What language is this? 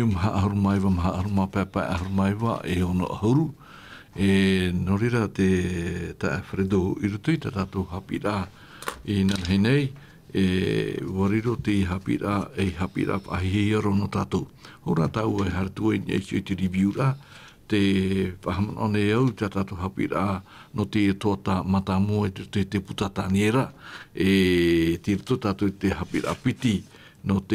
Tahitian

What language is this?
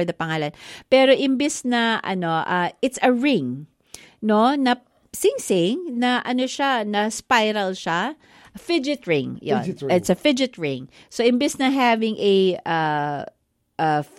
Filipino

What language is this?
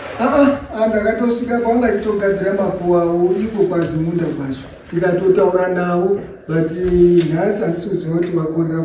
Shona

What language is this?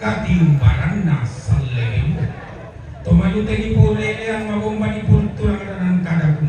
Toraja-Sa'dan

